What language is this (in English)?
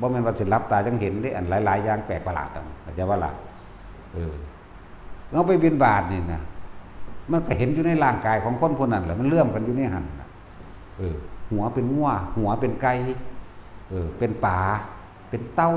Northeastern Thai